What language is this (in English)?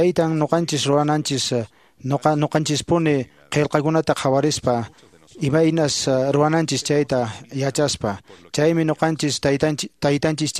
Quechua